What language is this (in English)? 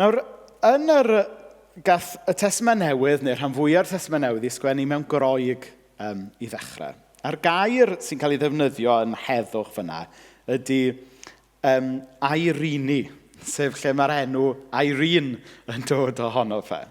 Welsh